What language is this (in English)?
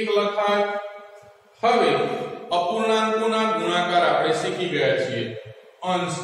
Gujarati